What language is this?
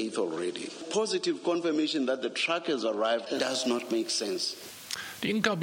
Afrikaans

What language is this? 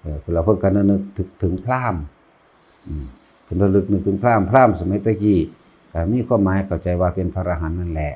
Northeastern Thai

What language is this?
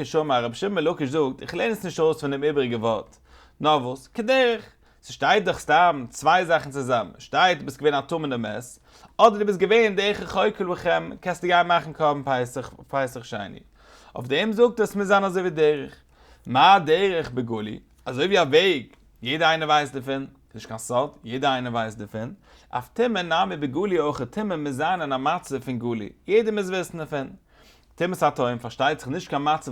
Yiddish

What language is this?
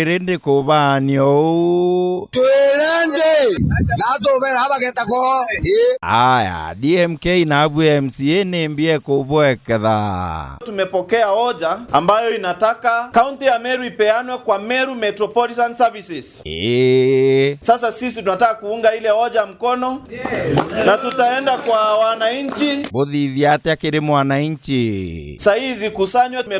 Meru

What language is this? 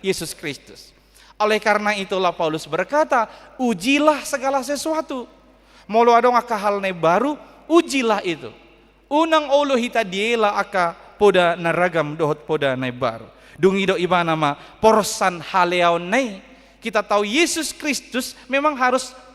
Batak Toba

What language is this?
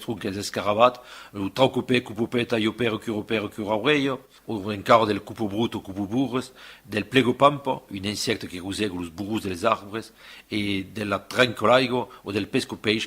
Occitan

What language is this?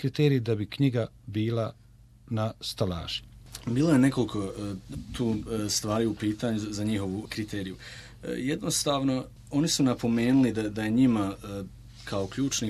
Croatian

